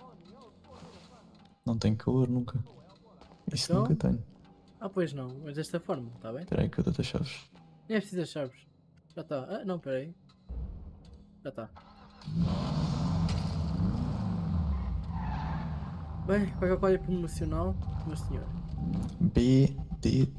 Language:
Portuguese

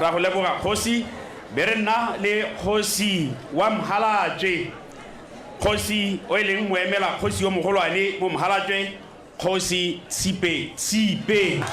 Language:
Tswana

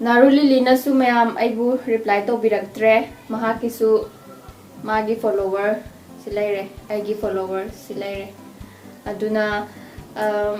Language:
Manipuri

